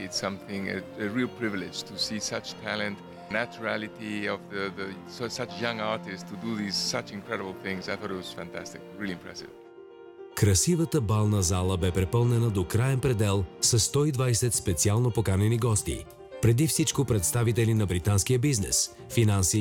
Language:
Bulgarian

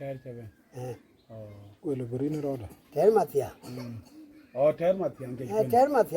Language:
Nuer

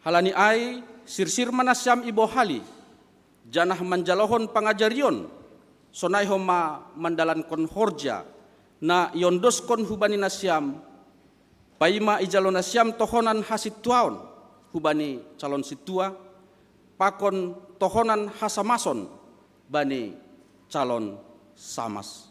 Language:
Batak Simalungun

